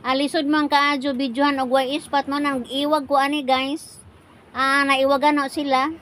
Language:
Cebuano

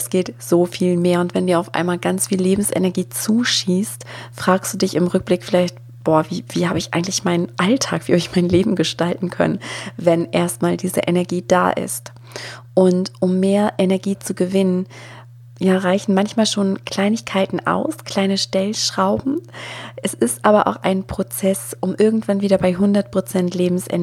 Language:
German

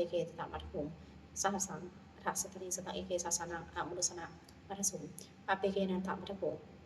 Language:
Pali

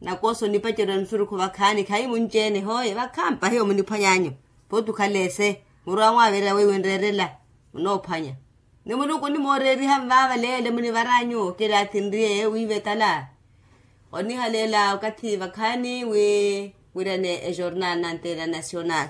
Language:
Makhuwa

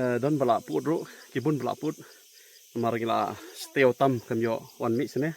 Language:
Khasi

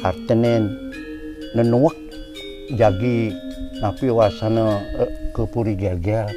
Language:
Balinese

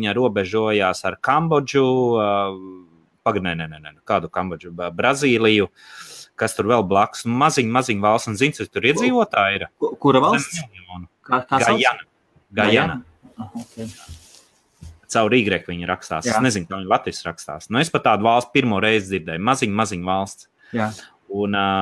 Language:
Latvian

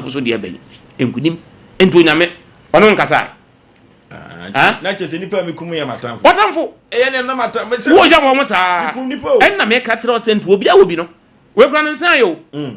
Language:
Akan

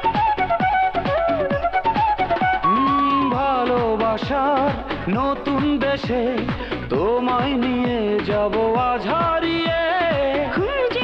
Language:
Bangla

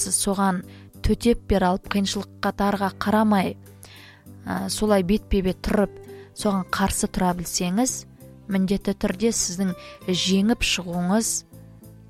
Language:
Kazakh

